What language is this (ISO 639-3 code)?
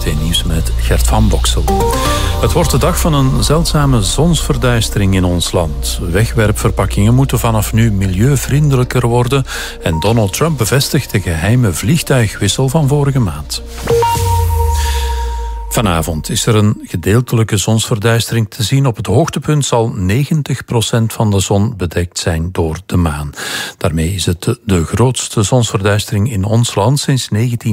nld